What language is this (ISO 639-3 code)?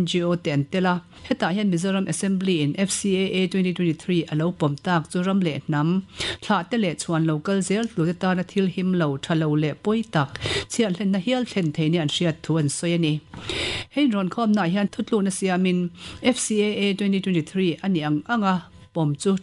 lus